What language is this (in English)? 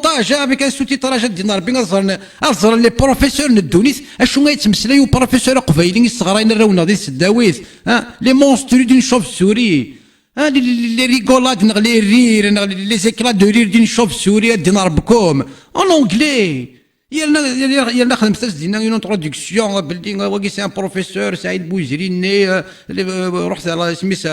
Kabyle